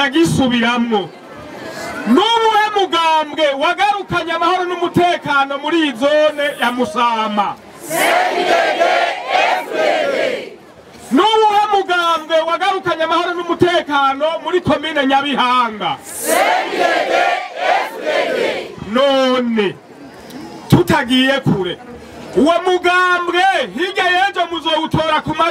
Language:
Rundi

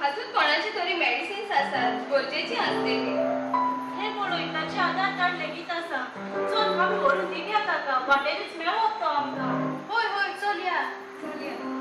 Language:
Konkani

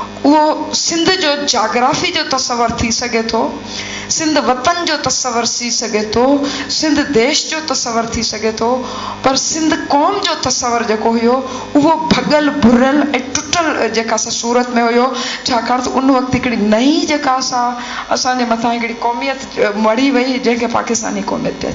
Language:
Sindhi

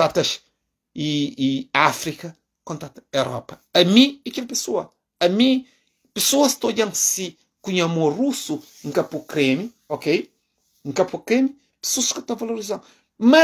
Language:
Kabuverdianu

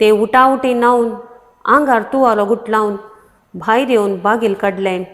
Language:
Konkani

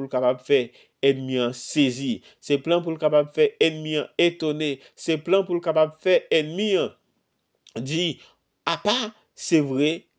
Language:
Haitian Creole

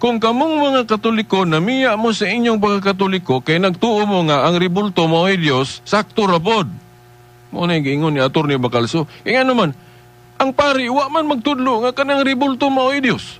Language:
Cebuano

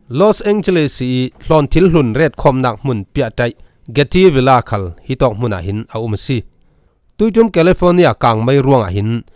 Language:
Falam Chin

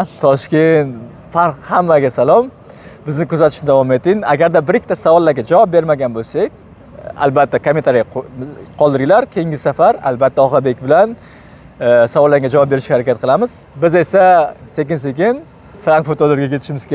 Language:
Uzbek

